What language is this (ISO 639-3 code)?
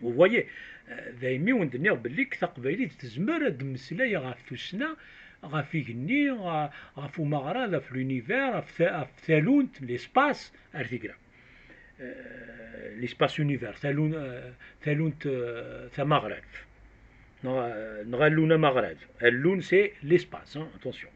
kab